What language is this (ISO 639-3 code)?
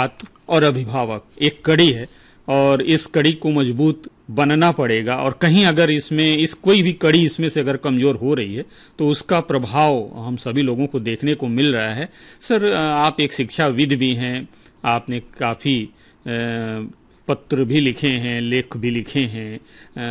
hin